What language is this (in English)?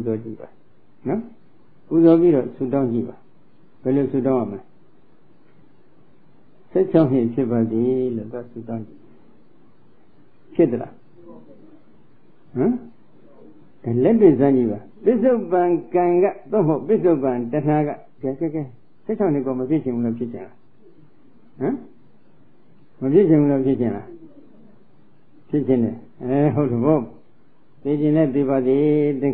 Burmese